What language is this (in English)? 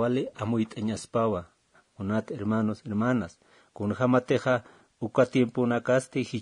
Aymara